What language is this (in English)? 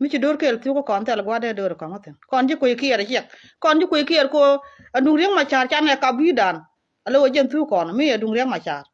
Nuer